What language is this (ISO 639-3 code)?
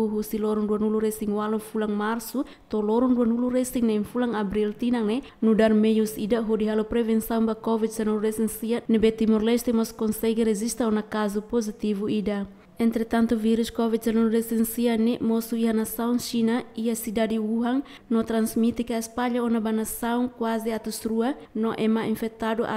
tet